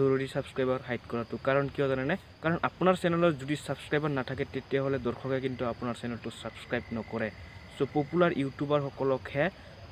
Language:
Assamese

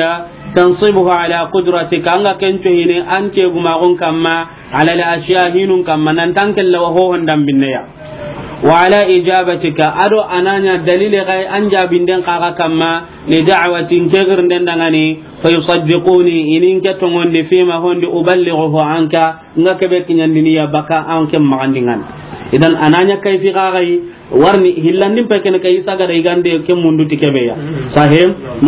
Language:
Soninke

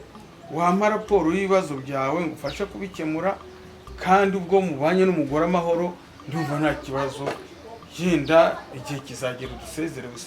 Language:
Kinyarwanda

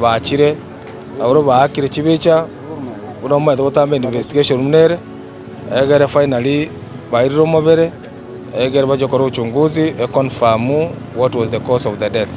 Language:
Gusii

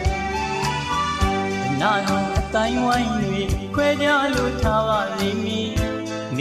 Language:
Burmese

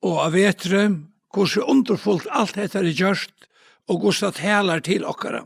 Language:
Faroese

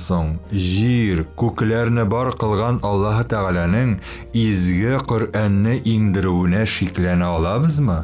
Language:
Tatar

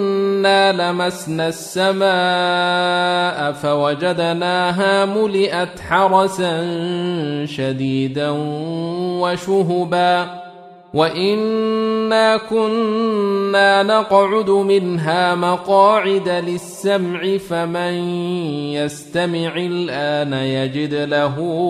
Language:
Arabic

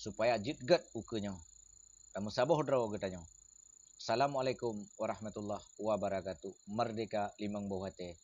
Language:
Achinese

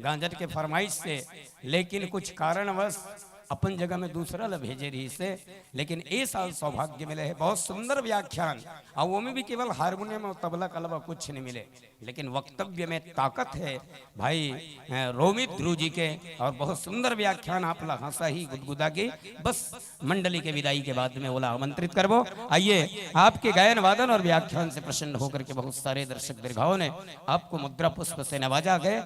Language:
Chhattisgarhi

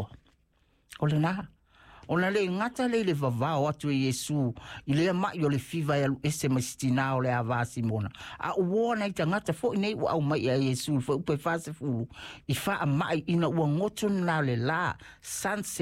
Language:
Samoan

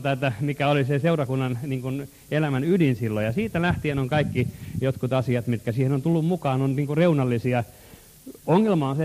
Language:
Finnish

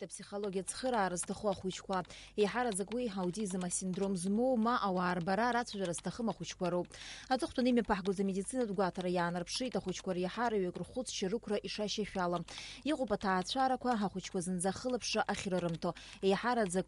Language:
Abkhazian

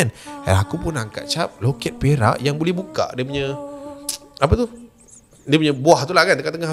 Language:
Malay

